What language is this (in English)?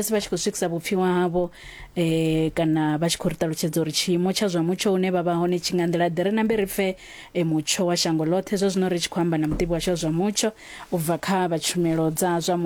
Venda